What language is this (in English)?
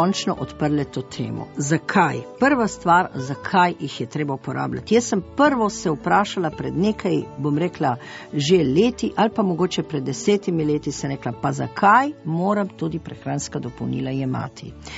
Slovenian